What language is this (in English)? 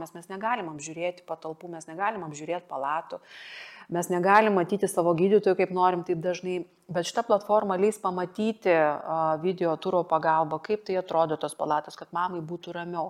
Lithuanian